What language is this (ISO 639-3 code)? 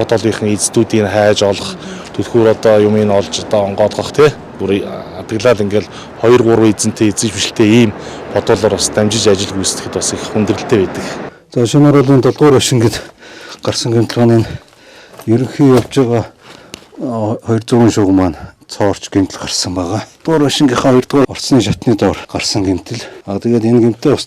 mon